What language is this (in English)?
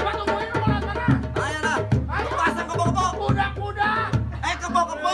Betawi